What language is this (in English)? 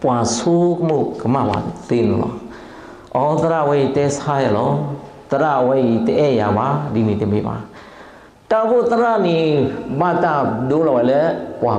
S'gaw Karen